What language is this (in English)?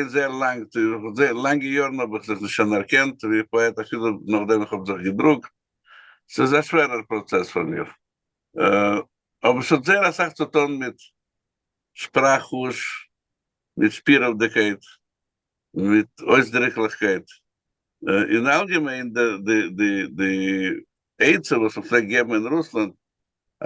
Yiddish